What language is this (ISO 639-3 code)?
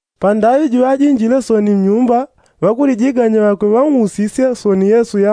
yao